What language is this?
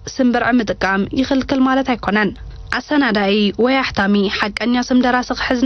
Tigrinya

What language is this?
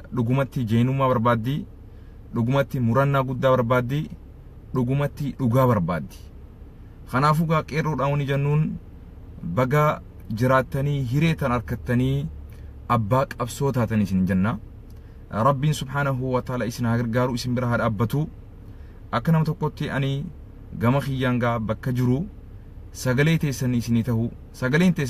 Oromo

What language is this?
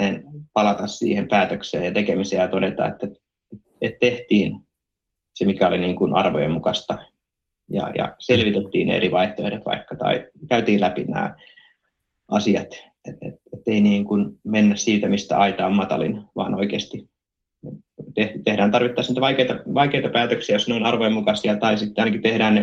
Finnish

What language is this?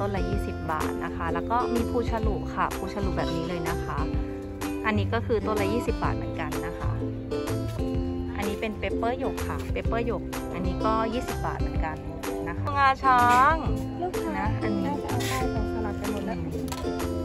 Thai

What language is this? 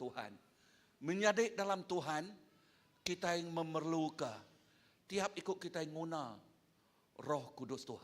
Iban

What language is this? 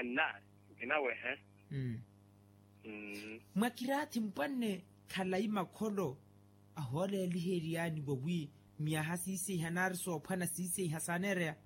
Makhuwa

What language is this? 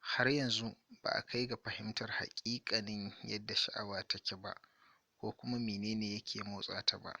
Hausa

